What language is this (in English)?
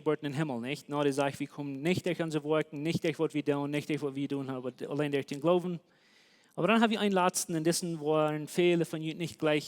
Plautdietsch